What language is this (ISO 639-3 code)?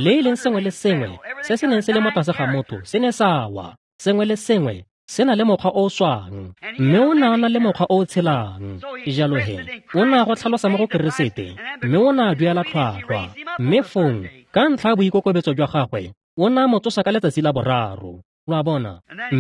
tsn